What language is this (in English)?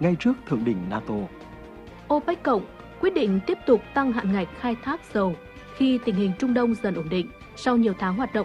Vietnamese